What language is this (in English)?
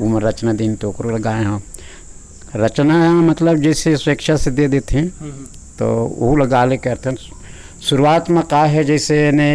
Chhattisgarhi